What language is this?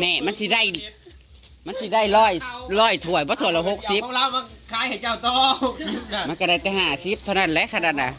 Northeastern Thai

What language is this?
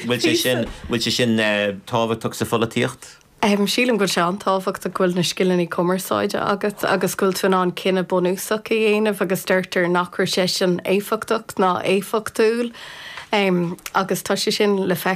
Irish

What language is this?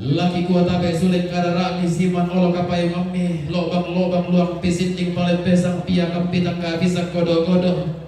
Toraja-Sa'dan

